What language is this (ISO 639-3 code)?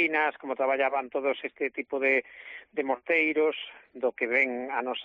glg